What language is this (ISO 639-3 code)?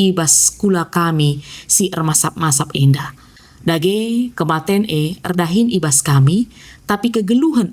btx